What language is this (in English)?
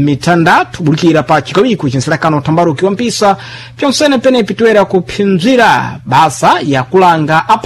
Sena